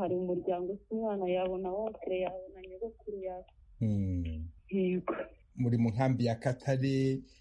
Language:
Kinyarwanda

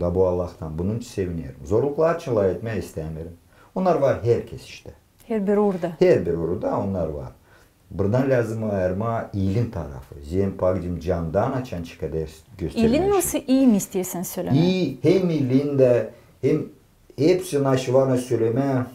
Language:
Gagauz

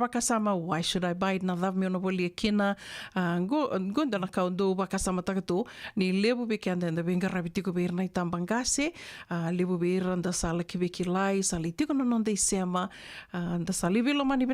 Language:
Fijian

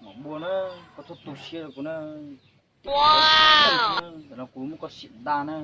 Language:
Hmong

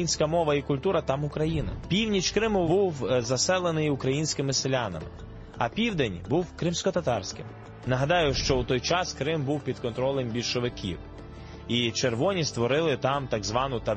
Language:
Ukrainian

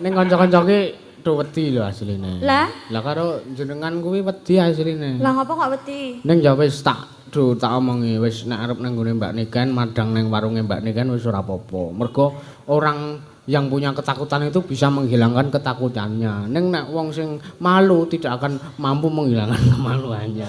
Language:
Javanese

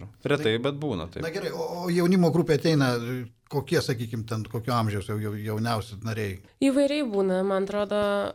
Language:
Lithuanian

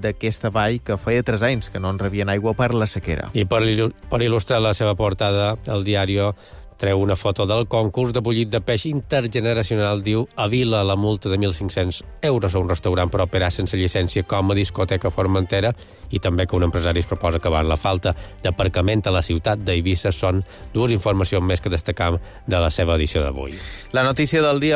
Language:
Catalan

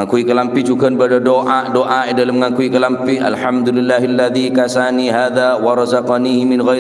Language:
Madurese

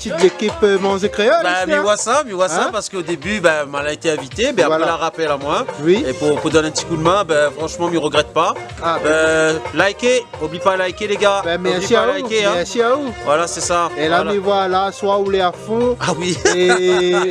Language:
Réunion Creole French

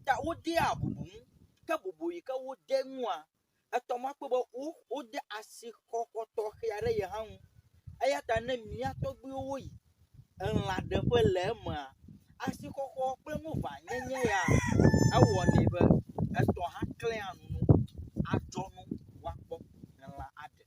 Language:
Ewe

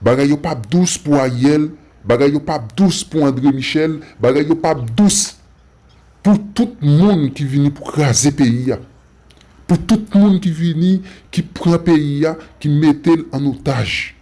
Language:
Haitian Creole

